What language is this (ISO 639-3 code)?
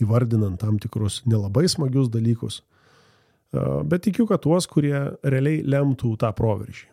lit